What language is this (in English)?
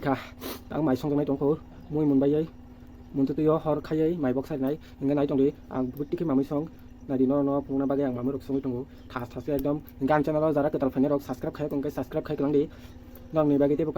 Kok Borok